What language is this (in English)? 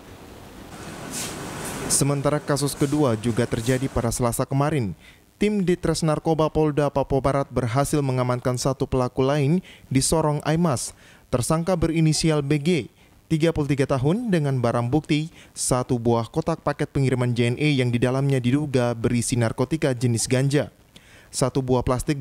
Indonesian